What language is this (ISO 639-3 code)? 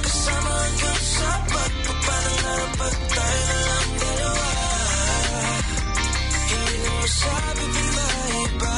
fil